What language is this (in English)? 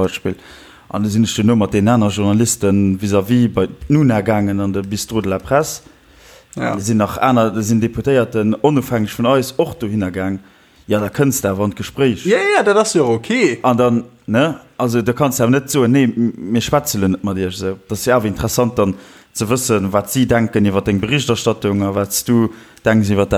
Luxembourgish